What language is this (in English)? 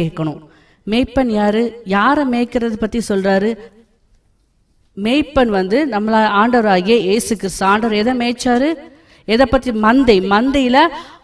Tamil